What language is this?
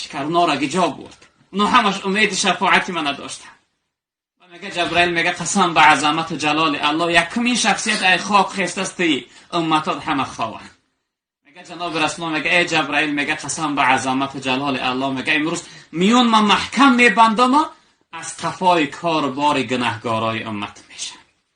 Tajik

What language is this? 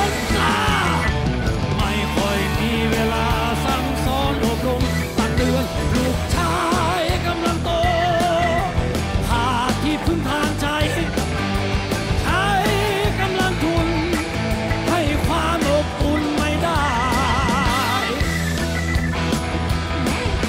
Thai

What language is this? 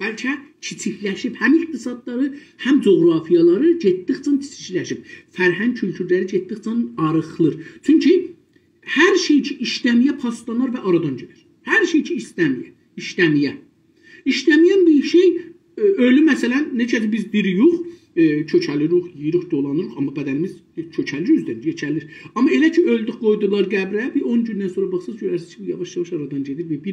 South Azerbaijani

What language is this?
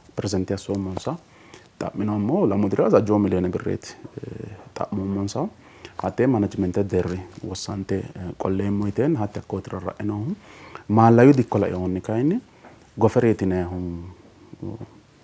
Sidamo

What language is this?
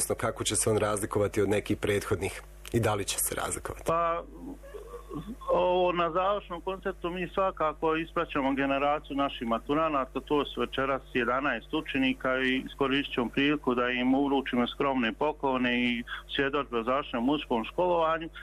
Bosnian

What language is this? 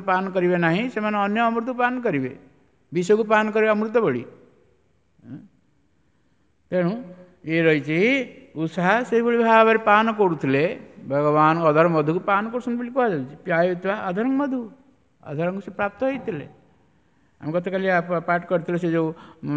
Odia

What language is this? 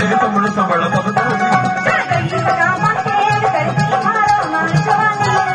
Punjabi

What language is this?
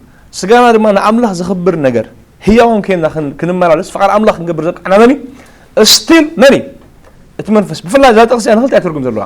Tigrinya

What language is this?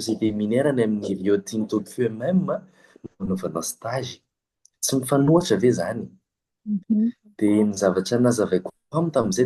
Malagasy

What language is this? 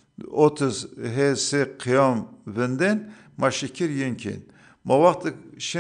Zaza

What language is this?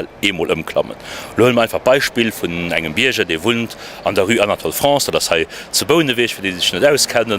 Luxembourgish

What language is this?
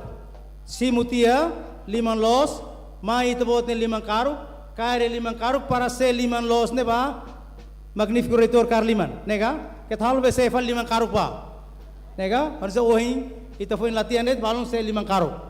Tetum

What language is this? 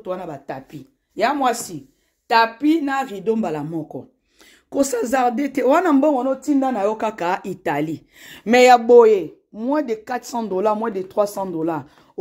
Lingala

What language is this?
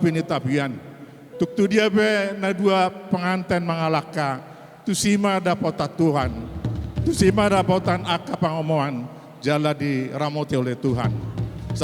Batak Toba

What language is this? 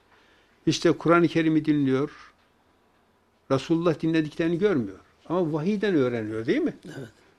Turkish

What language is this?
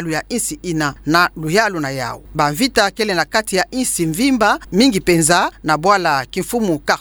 Kituba (Democratic Republic of Congo)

